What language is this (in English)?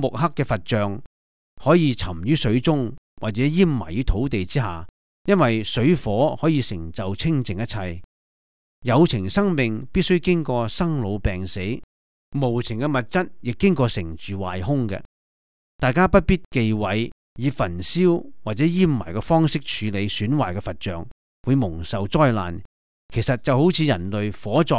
Cantonese